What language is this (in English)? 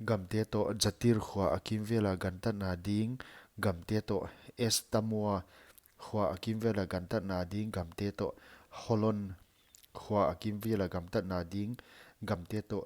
Paite Chin